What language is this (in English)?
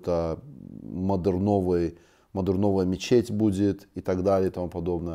Russian